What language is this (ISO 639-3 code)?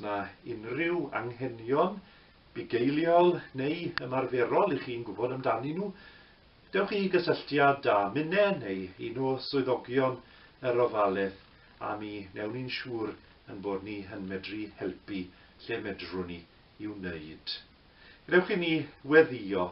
cym